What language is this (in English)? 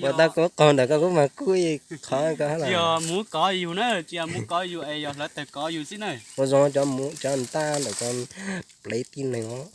Hmong